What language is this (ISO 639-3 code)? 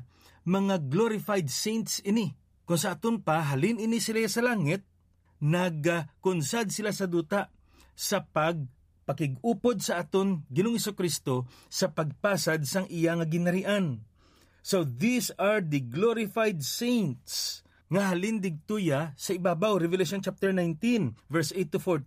hil